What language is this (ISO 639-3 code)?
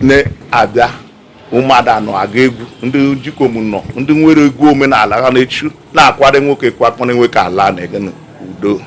ibo